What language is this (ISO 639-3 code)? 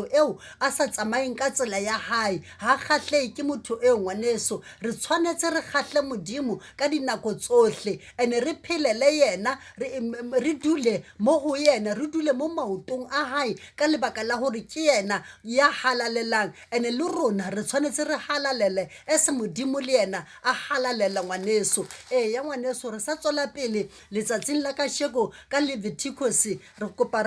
sot